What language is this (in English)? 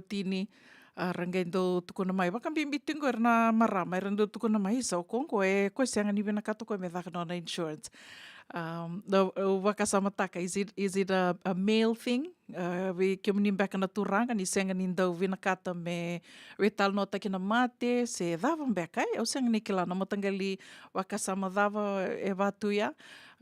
Fijian